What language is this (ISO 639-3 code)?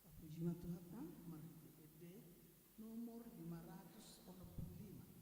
bbc